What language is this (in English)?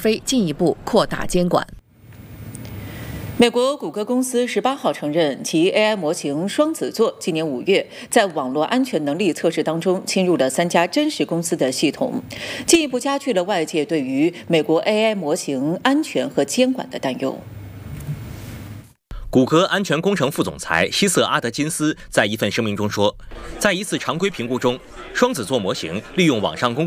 Chinese